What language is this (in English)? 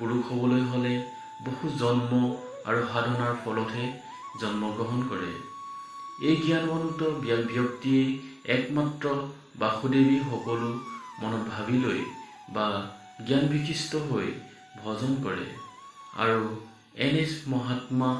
Assamese